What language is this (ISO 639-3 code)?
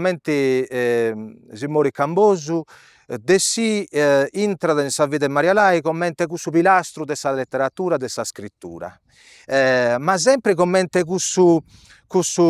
srd